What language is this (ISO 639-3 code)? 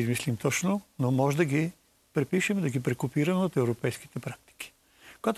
bul